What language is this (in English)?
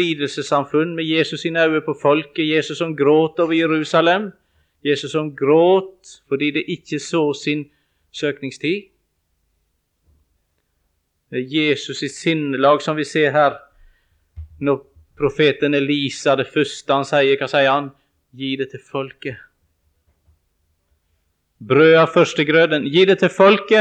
Norwegian